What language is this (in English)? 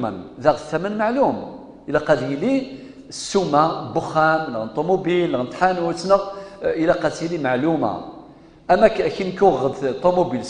Kabyle